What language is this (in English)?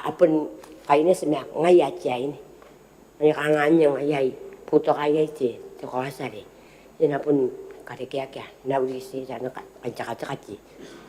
Gilbertese